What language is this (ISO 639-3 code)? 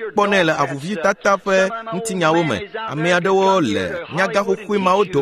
ewe